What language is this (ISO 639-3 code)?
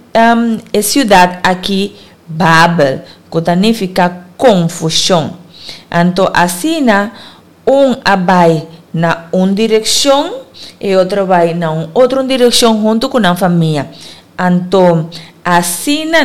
pap